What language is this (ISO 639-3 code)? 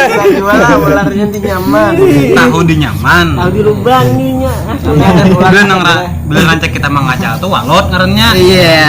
bjn